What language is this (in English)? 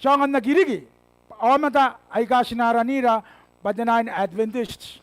Gilbertese